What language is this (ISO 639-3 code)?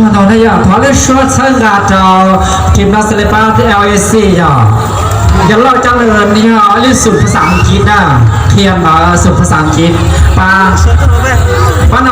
hmn